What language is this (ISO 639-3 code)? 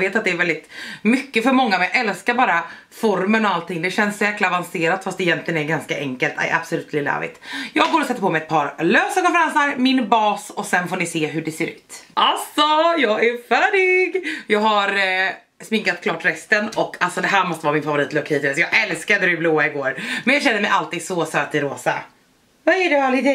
swe